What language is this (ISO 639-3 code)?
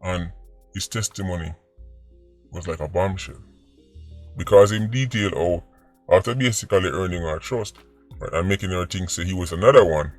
jam